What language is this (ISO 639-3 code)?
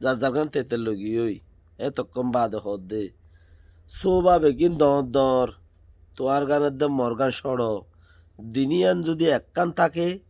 rhg